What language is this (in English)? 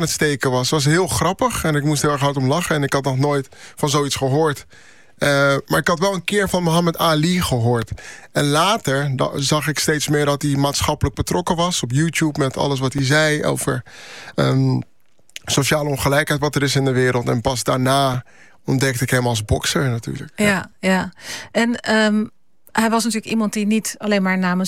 Dutch